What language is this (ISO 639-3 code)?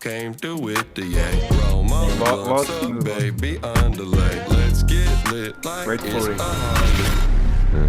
gsw